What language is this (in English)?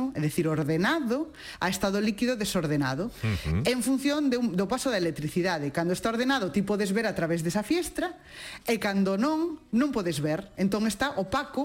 Galician